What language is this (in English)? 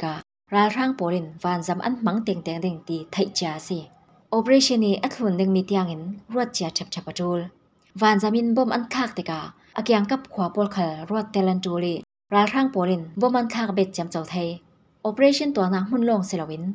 Falam Chin